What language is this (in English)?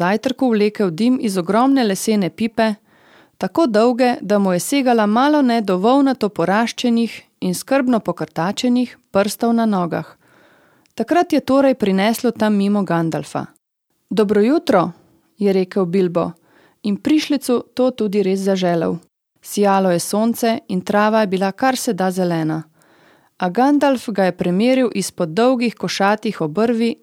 Slovenian